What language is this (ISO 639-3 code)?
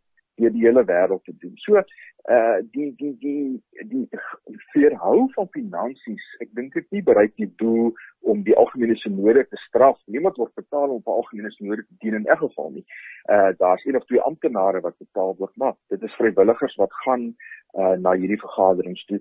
afr